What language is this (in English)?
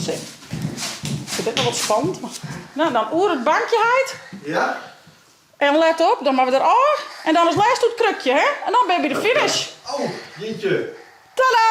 Western Frisian